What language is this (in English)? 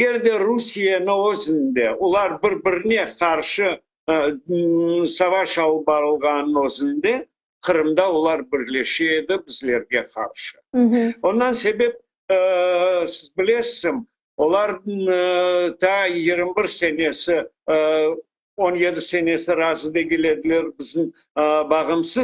Crimean Tatar